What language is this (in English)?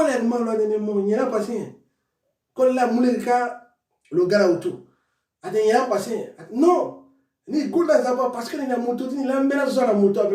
Sango